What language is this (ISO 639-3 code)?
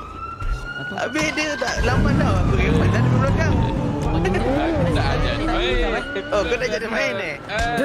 msa